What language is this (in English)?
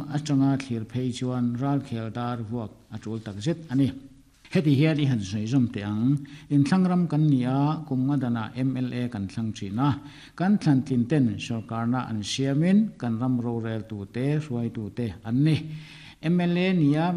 Mizo